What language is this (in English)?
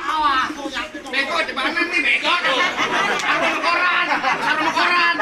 Betawi